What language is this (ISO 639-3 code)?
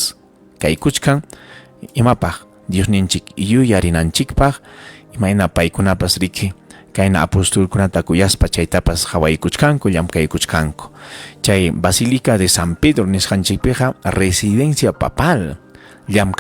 quy